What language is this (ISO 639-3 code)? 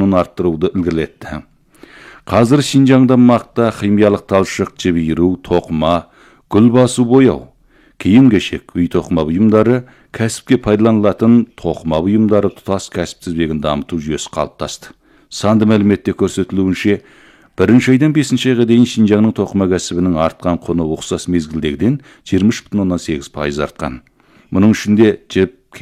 kaz